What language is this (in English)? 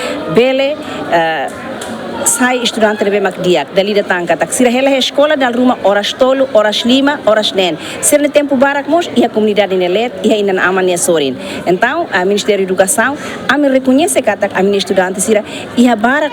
Tetum